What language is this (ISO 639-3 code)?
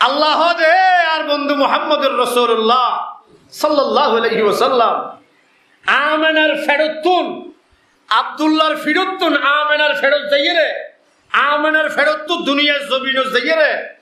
rhg